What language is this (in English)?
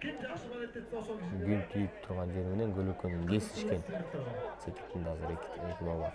Kyrgyz